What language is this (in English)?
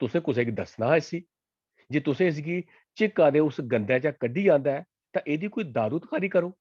Dogri